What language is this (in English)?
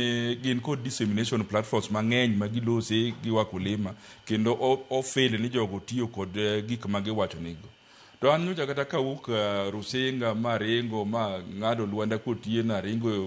Luo (Kenya and Tanzania)